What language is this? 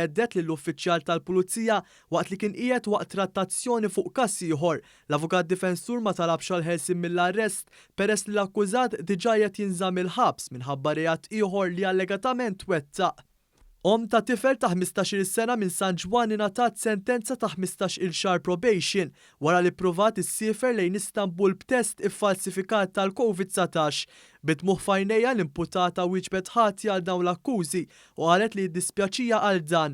Maltese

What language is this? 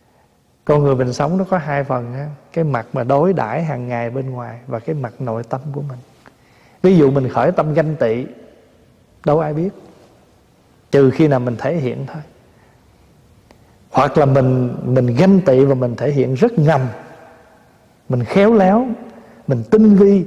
Vietnamese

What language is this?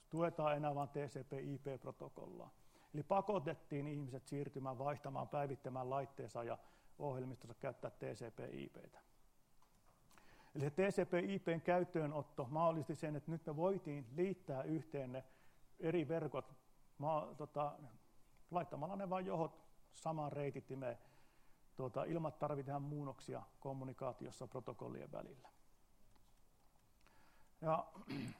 Finnish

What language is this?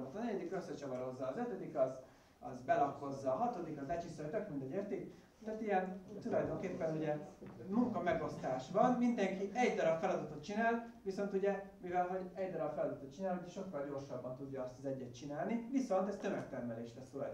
Hungarian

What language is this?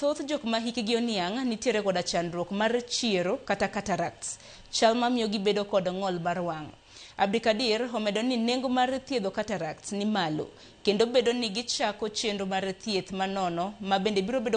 Luo (Kenya and Tanzania)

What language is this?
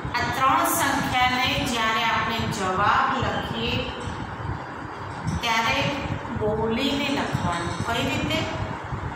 Gujarati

